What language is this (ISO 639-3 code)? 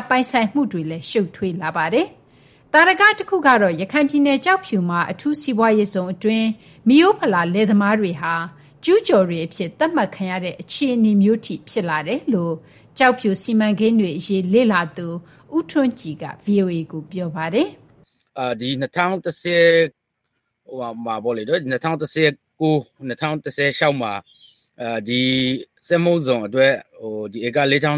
mya